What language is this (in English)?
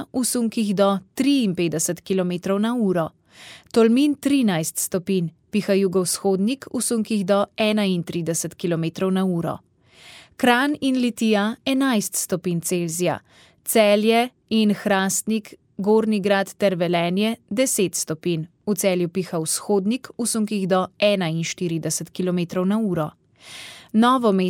Slovenian